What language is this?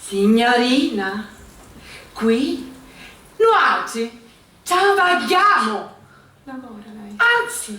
Sicilian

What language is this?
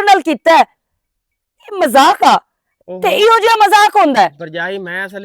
Western Panjabi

